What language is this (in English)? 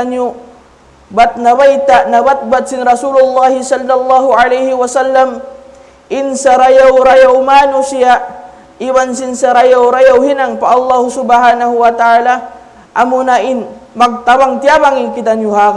Tausug